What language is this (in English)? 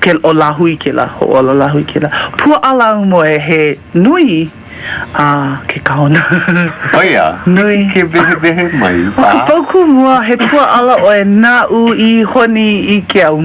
Hawaiian